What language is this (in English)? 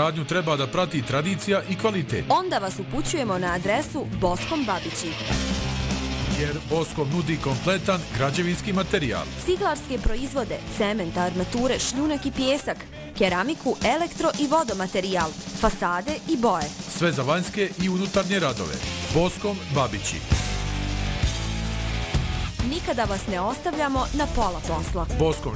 Bosnian